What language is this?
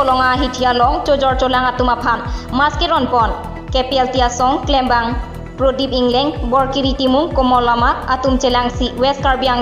Karbi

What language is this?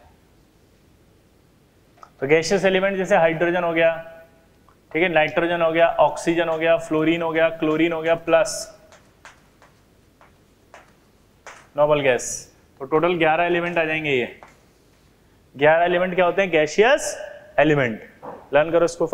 Hindi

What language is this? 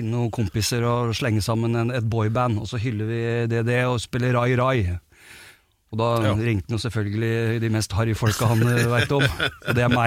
Norwegian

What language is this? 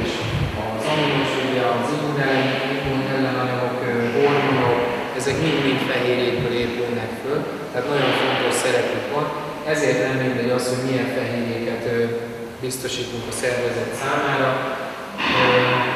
Hungarian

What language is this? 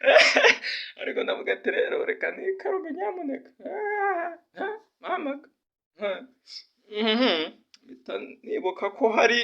Kinyarwanda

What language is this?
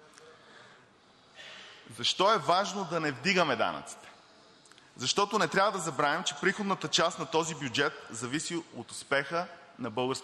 Bulgarian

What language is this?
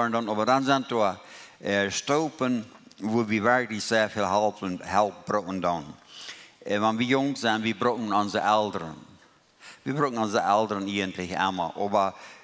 Plautdietsch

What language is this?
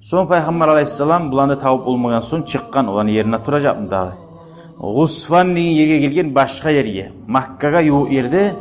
Kumyk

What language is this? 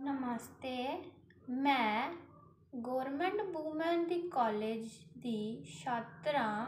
Dogri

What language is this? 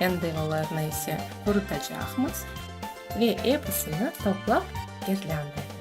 Crimean Tatar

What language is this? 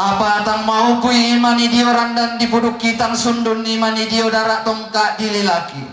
Toraja-Sa'dan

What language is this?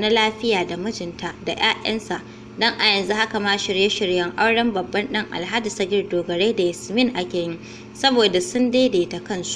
Hausa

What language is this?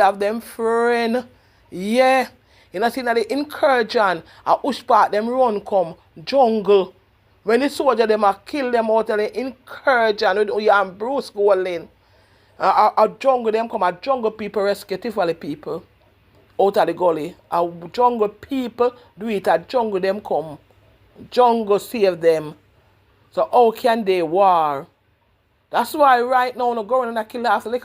Jamaican Creole English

